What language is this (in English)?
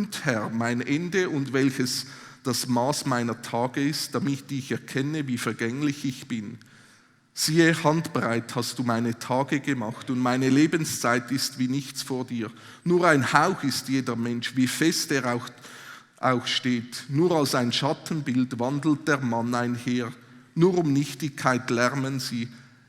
Swiss German